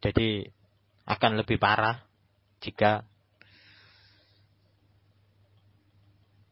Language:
Indonesian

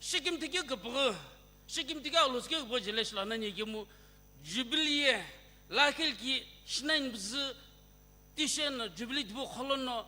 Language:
Sumi Naga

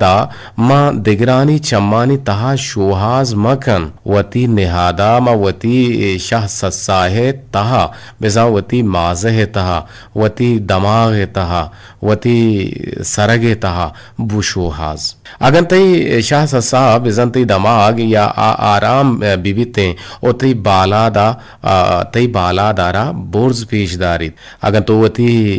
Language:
Eastern Balochi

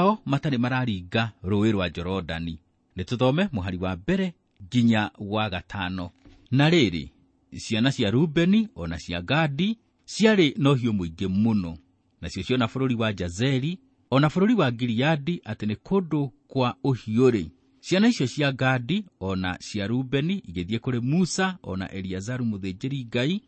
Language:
Kikuyu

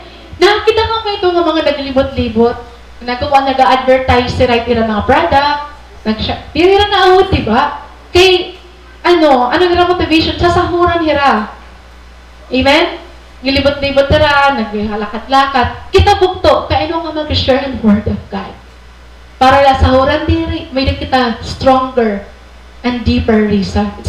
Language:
Waray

